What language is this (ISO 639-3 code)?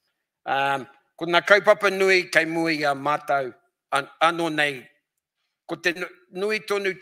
mri